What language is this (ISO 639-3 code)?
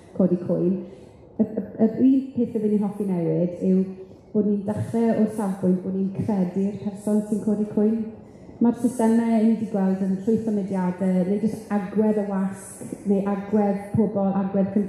cym